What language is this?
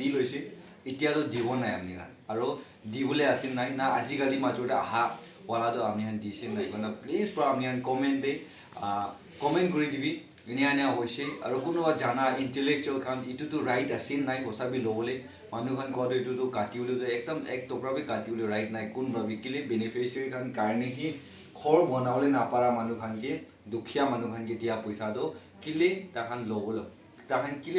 Naga Pidgin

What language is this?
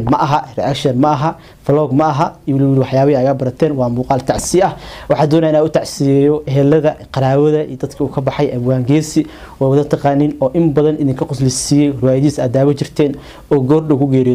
Somali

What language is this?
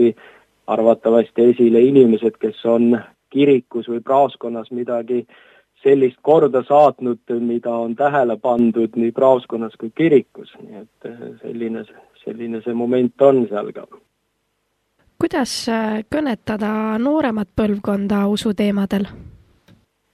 Estonian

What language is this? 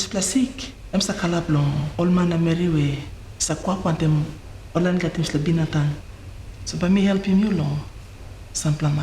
Tok Pisin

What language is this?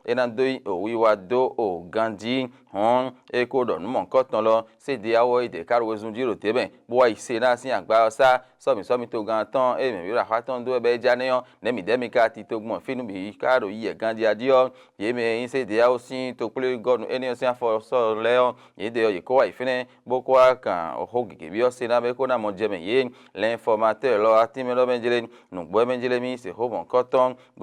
Fon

